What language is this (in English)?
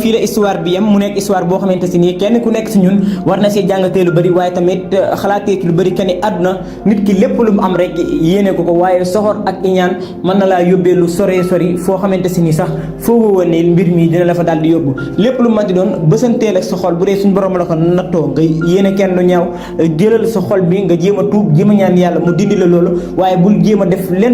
Wolof